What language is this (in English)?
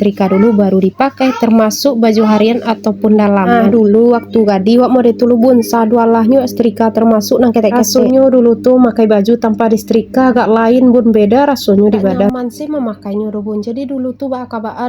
Minangkabau